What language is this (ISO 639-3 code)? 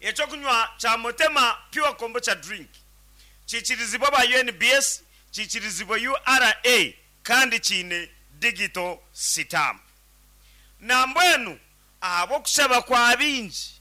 nyn